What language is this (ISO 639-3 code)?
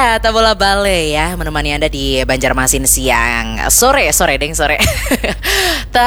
bjn